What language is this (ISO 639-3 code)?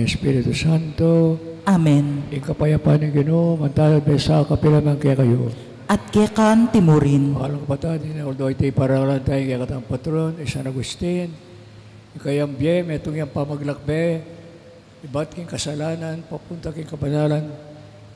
pam